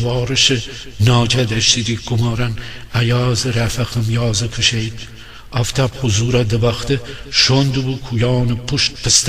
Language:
Gilaki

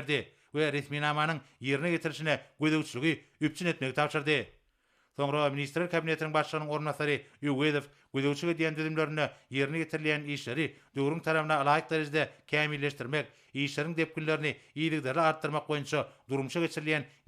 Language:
Turkmen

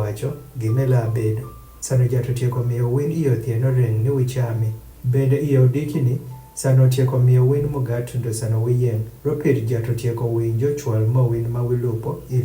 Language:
Adhola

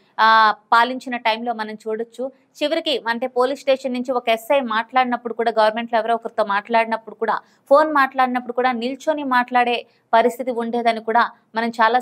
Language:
Telugu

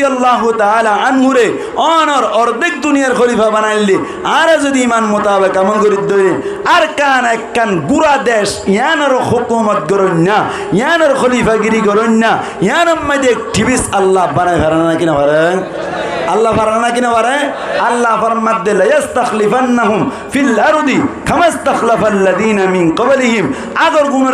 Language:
Rohingya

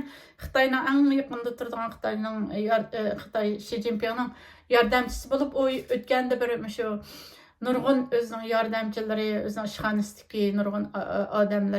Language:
Uyghur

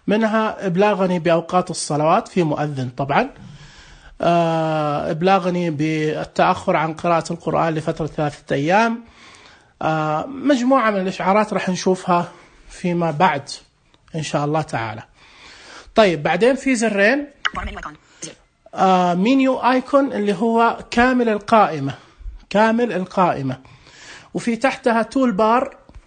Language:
Najdi Arabic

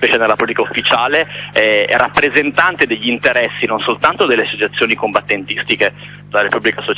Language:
Italian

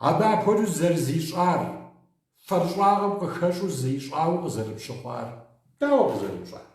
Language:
Kabardian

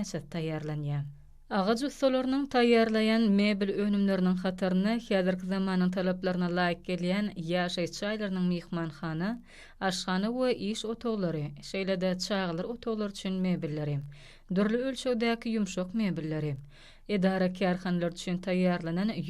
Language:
Turkmen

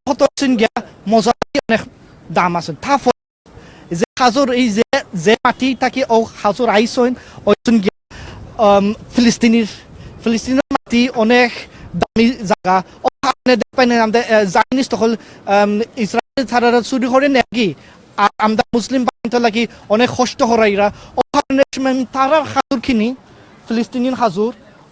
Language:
Sylheti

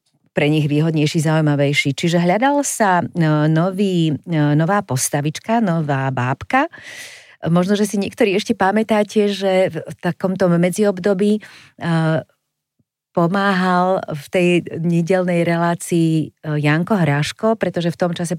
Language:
Slovak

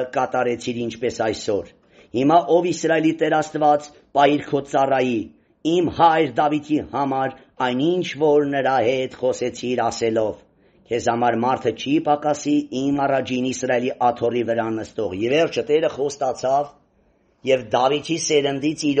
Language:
Armenian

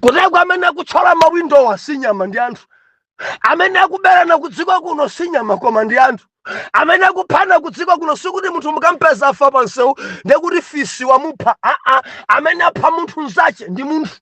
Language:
Nyanja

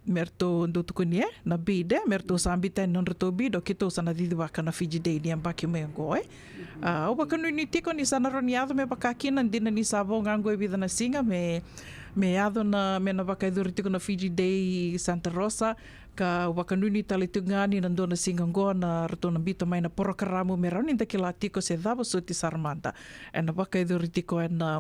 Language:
Fijian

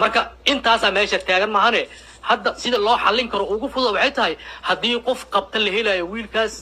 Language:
Somali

